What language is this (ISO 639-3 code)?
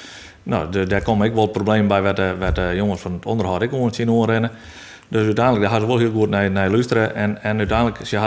fry